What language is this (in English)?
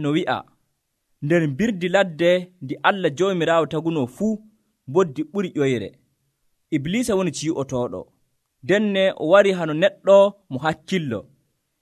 Nigerian Fulfulde